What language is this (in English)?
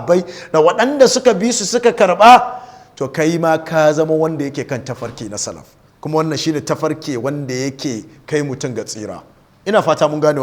Hausa